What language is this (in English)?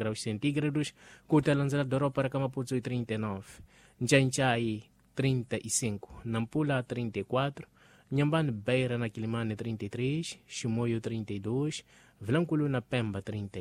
Tsonga